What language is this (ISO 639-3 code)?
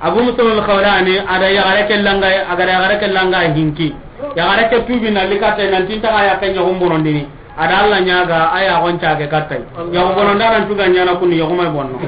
snk